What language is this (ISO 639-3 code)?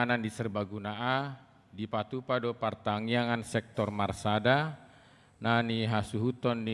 bbc